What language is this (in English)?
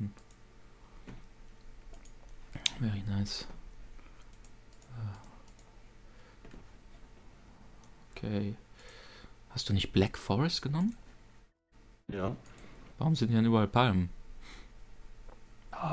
German